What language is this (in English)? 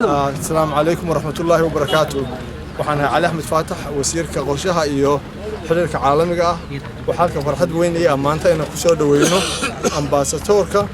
Somali